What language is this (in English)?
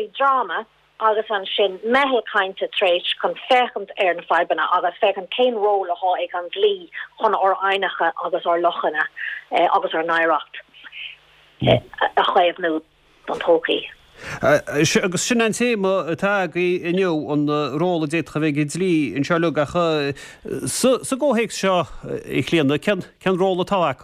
Irish